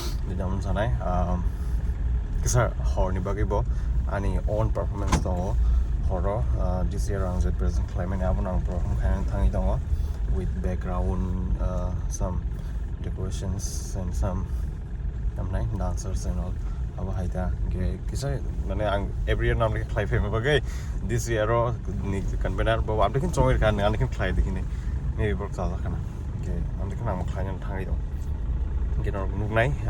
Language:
Kok Borok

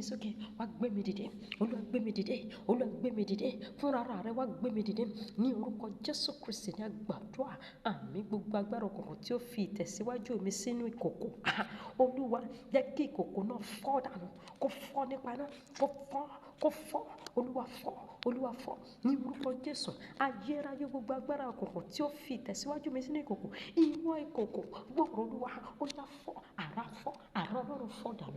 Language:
Yoruba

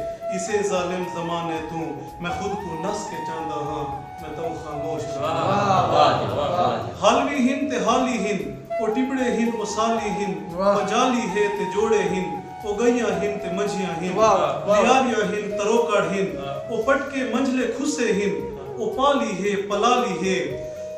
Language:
Saraiki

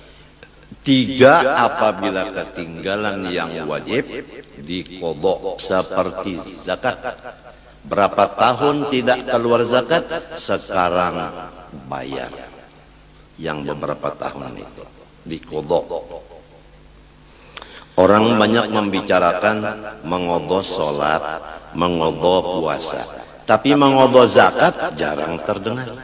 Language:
Banjar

